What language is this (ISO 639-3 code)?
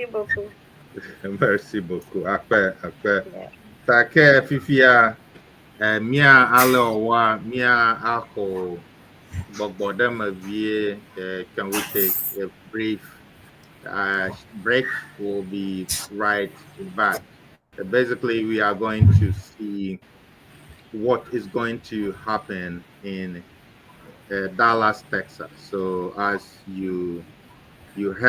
ewe